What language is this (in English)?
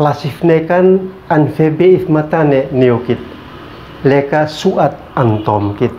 Uab Meto